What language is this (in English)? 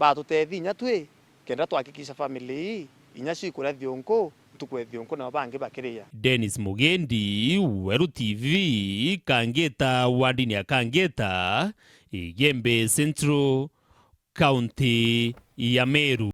Meru